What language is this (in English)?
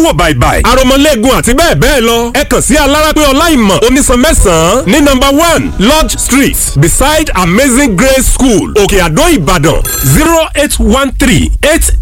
Yoruba